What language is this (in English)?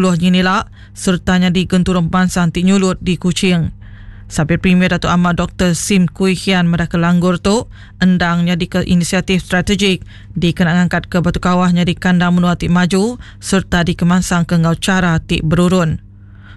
Iban